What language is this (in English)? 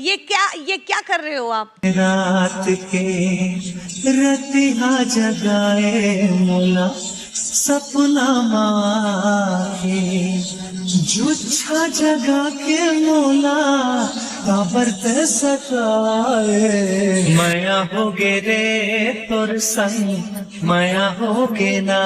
Chhattisgarhi